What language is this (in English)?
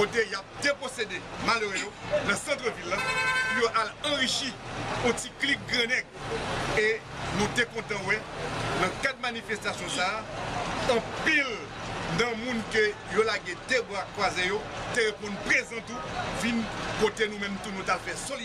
Haitian Creole